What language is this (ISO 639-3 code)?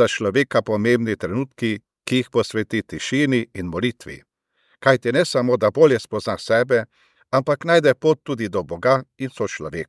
slv